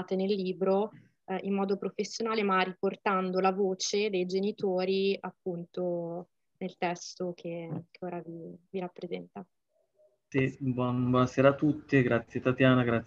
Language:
Italian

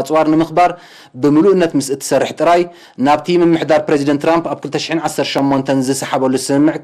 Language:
Tigrinya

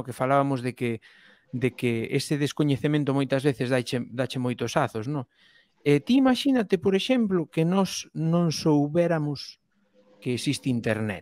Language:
Galician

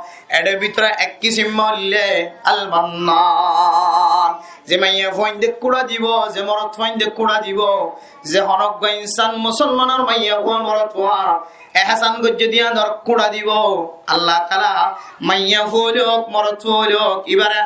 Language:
Rohingya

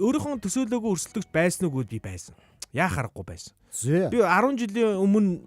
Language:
Mongolian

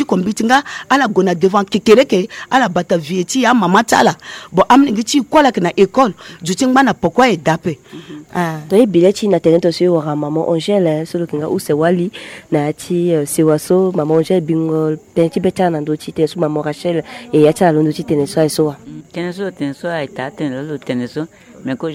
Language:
Sango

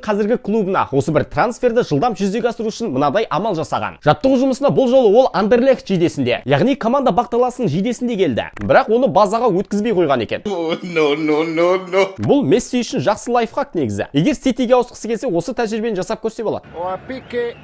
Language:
Kazakh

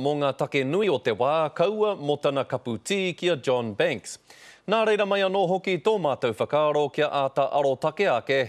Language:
Māori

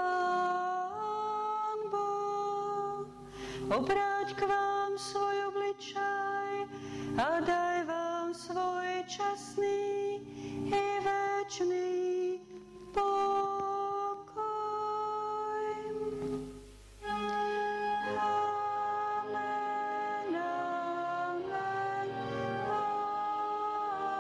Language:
Slovak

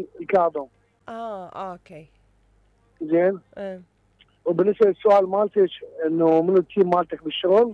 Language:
Mesopotamian Arabic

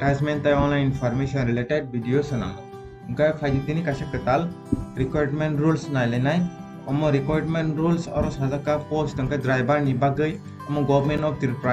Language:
Kok Borok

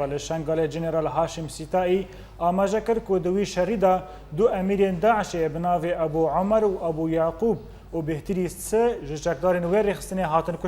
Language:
Kurdish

